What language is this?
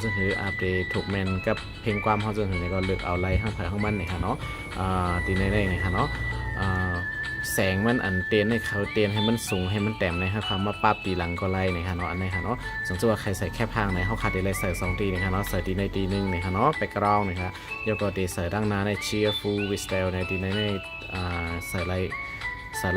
Shan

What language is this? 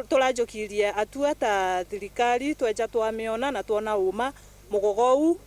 Meru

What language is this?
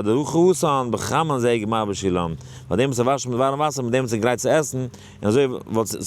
Yiddish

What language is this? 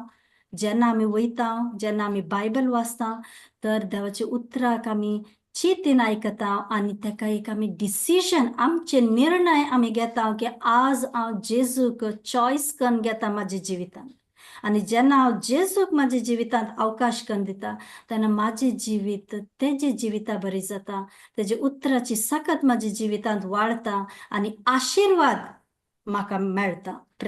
Konkani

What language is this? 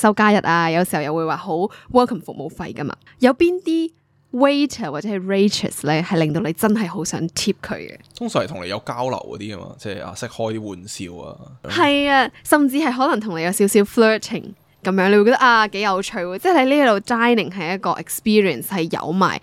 Cantonese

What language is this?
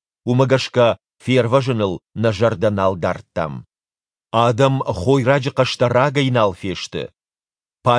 Ossetic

